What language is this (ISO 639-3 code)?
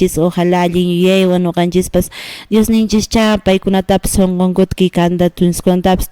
que